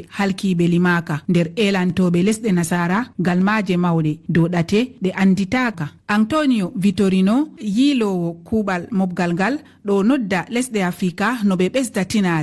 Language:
Fula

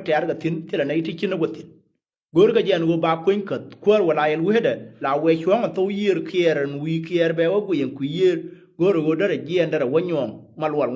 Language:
Nuer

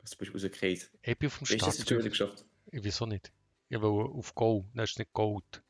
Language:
Swiss German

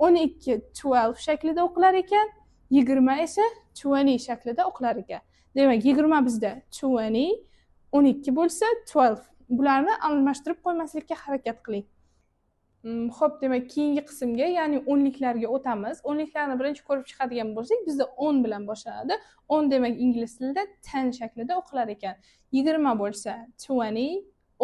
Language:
Uzbek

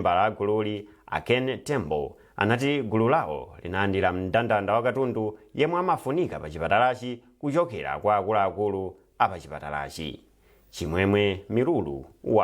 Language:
Nyanja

